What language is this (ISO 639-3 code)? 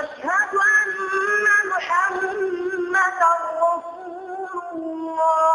tsg